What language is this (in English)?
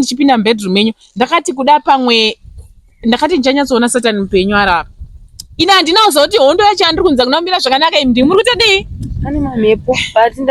Shona